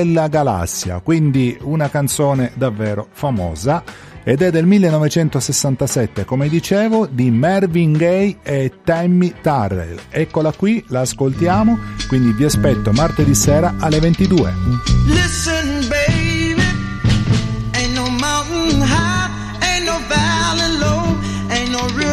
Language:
Italian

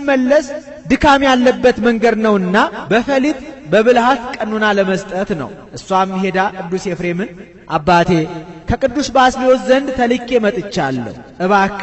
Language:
Amharic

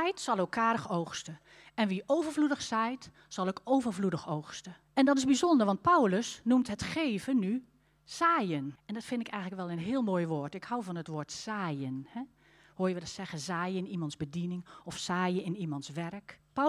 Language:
Dutch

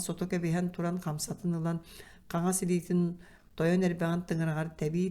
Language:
Yakut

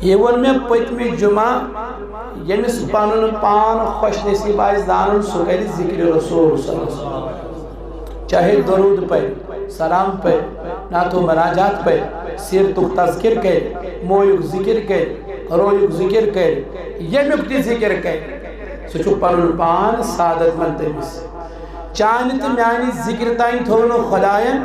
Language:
Kashmiri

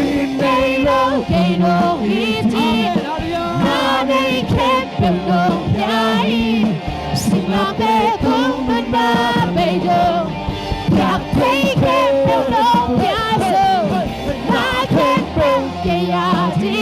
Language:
Tedim Chin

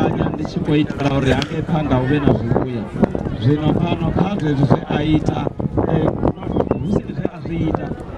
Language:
Venda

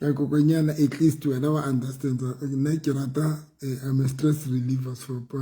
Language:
Southern Sotho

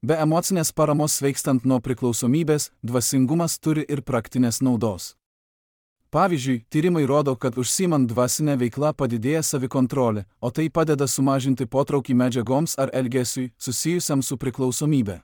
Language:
Lithuanian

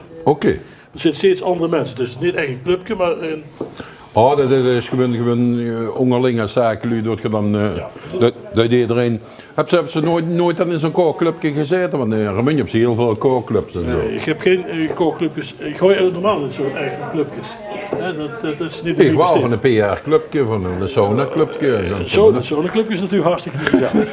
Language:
Limburgish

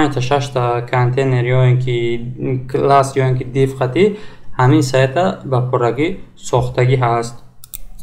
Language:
Tajik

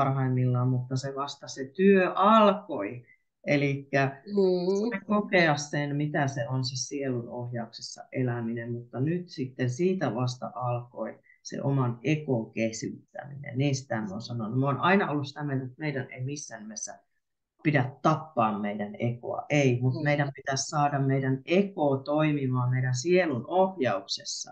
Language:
Finnish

